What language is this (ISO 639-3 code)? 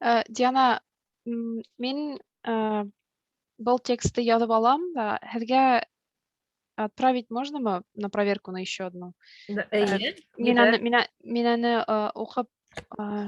bak